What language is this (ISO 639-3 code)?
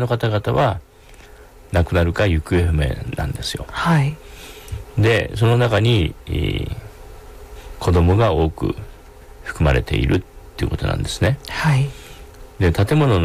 jpn